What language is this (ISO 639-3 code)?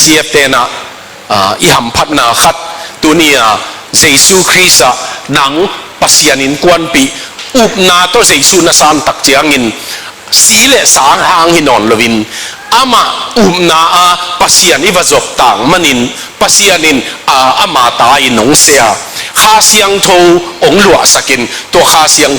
ctd